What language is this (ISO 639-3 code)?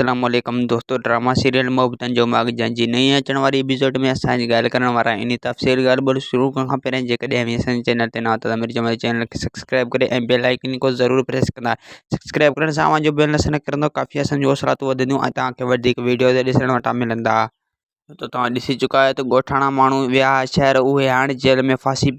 snd